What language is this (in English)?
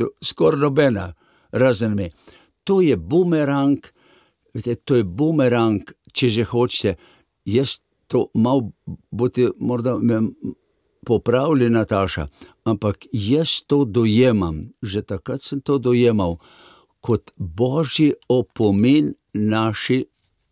Slovenian